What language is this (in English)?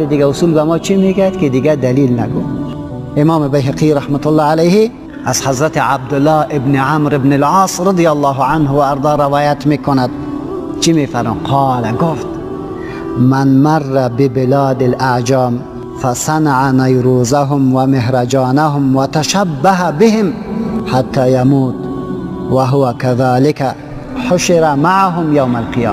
Persian